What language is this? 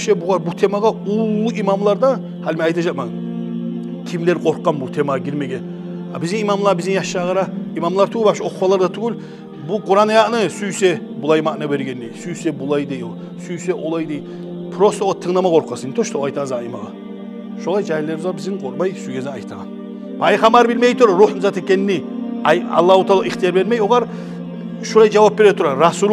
Kumyk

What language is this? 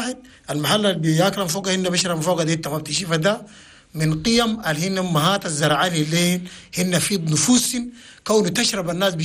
Chadian Arabic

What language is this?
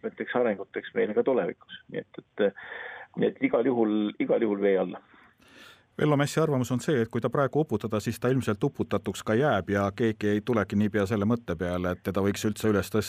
Estonian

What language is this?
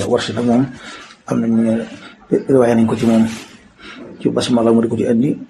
Wolof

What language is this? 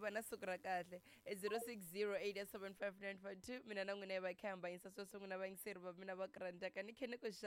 Tsonga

